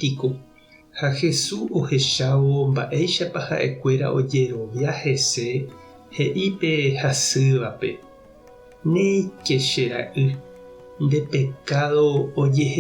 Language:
Guarani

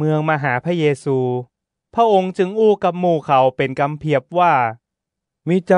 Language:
Northern Thai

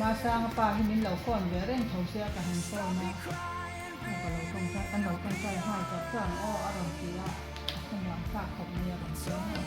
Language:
Mizo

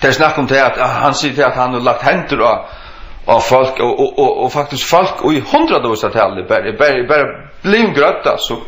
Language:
Faroese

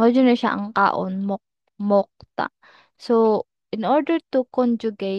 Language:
Cebuano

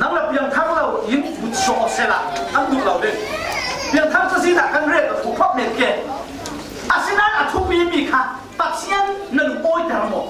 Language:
Falam Chin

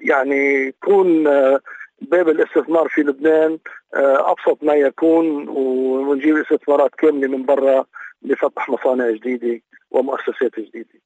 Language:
North Levantine Arabic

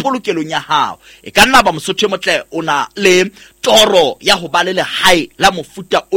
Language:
Southern Sotho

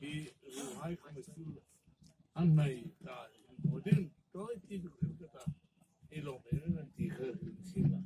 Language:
Hmar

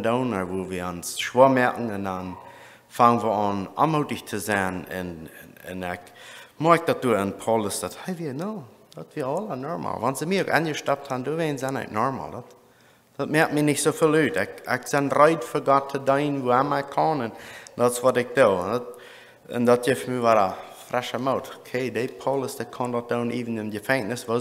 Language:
Plautdietsch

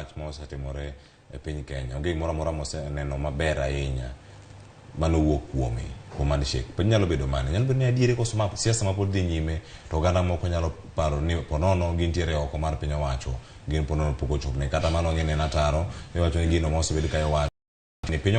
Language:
Luo (Kenya and Tanzania)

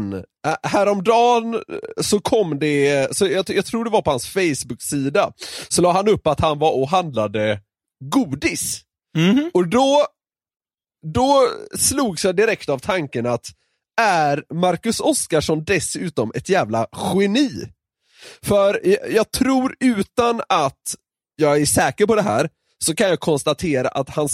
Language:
Swedish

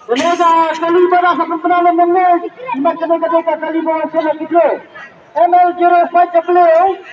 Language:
Khasi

